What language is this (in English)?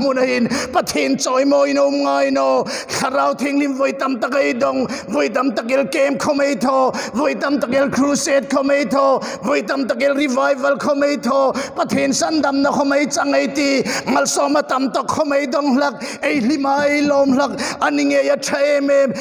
Hmar